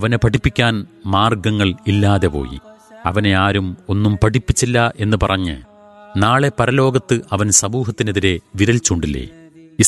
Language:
Malayalam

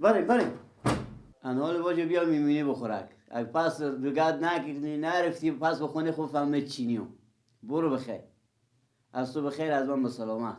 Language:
Persian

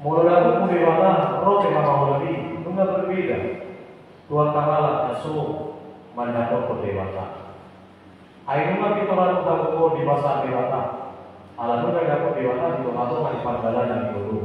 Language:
Batak Toba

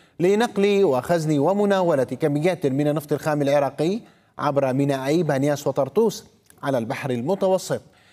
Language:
Arabic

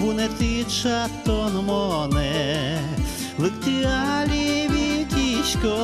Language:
Udmurt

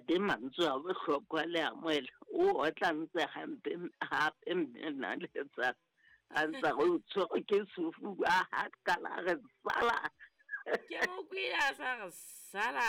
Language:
Southern Sotho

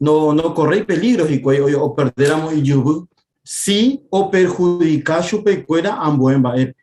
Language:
Guarani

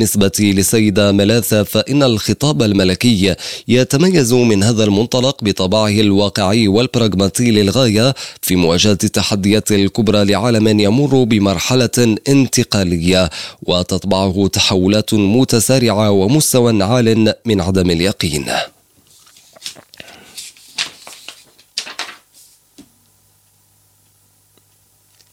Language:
Arabic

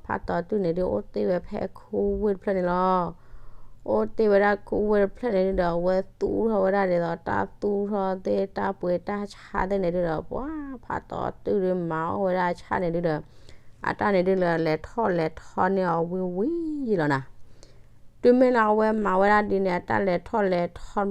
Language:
S'gaw Karen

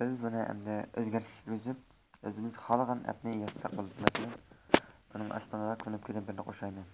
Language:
Uyghur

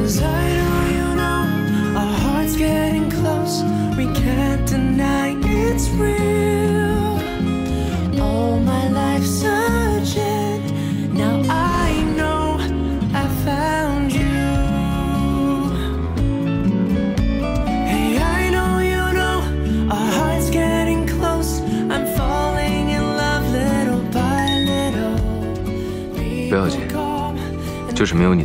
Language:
Chinese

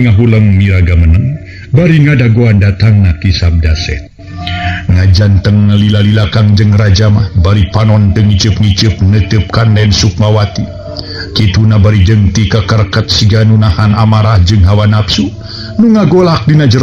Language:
Sundanese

